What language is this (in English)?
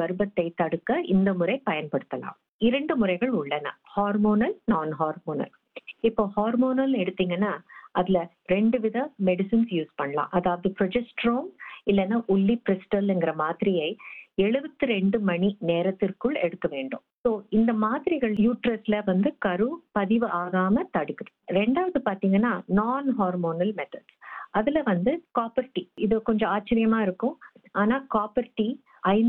Tamil